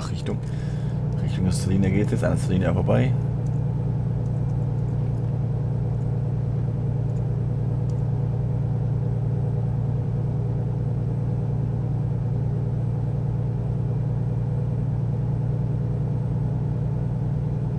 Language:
German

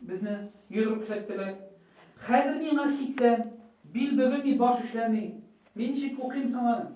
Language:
Tatar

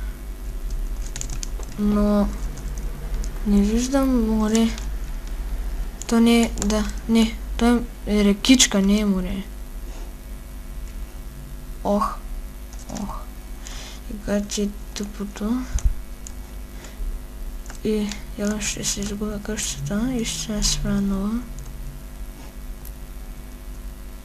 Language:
Bulgarian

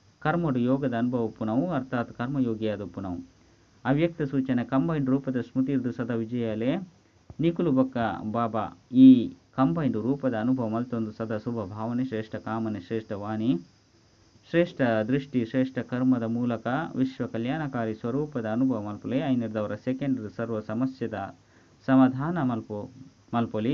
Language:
Tulu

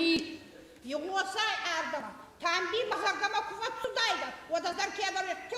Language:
Ossetic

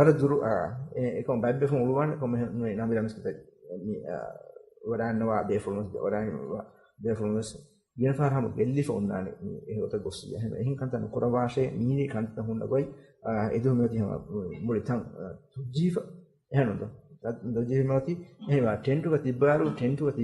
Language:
Divehi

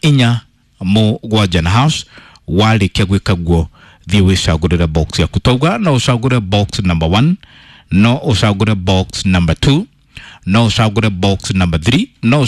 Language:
Kikuyu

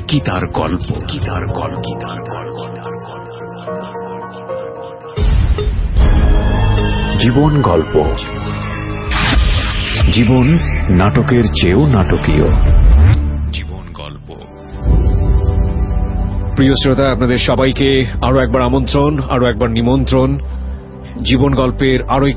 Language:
Bangla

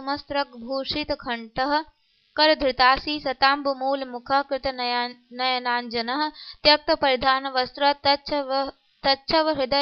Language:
Sanskrit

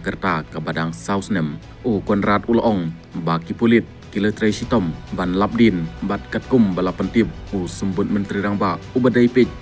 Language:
Khasi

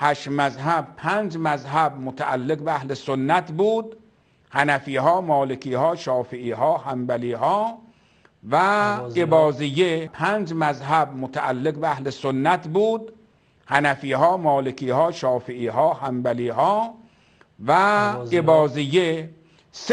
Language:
Persian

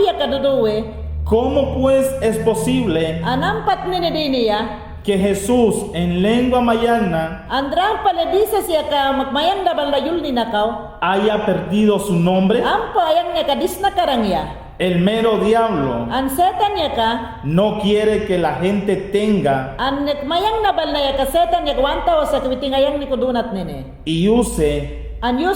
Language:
Mayangna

